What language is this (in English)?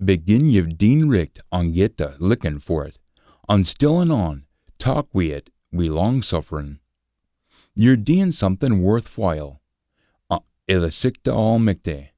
Scots